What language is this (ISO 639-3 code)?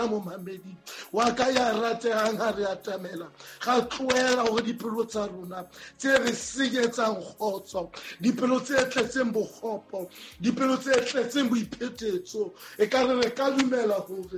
sot